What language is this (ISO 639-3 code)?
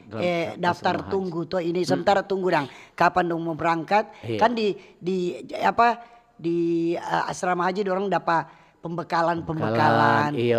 xmm